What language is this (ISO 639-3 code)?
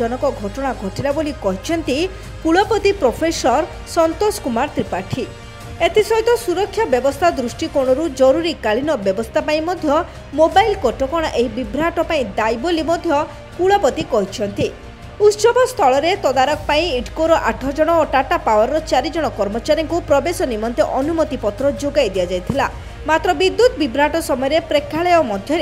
ori